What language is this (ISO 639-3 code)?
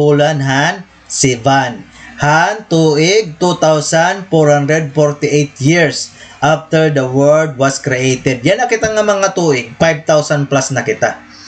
war